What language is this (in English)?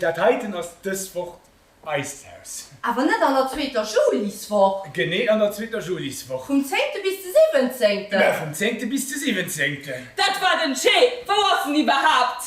Luxembourgish